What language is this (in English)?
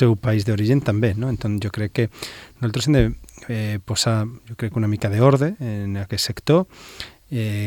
Catalan